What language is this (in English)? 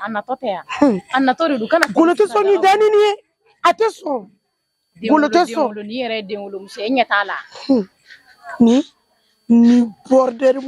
Bambara